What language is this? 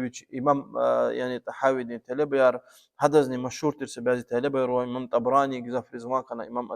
Lezghian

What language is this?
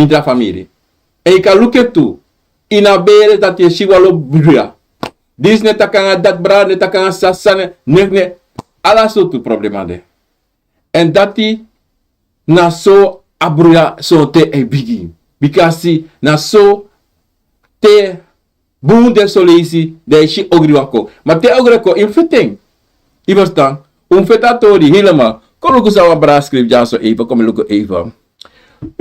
Sranan Tongo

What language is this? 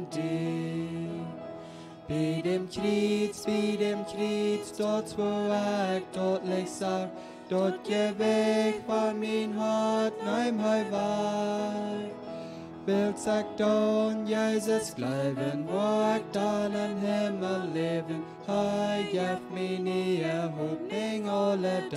Plautdietsch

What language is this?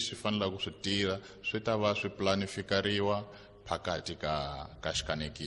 Tsonga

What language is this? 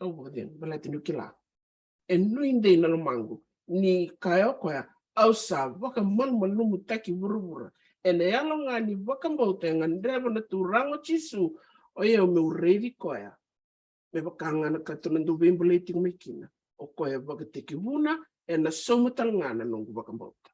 Fijian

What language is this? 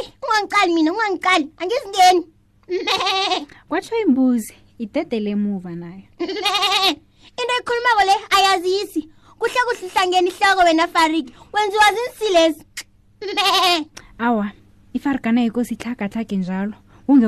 South Ndebele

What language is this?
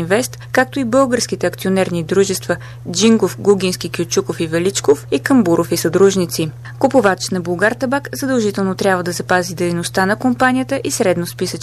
Bulgarian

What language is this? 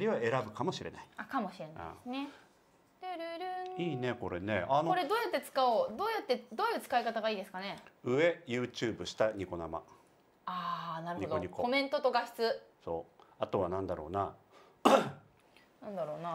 Japanese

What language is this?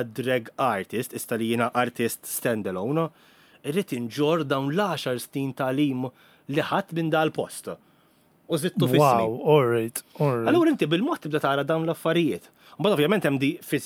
Maltese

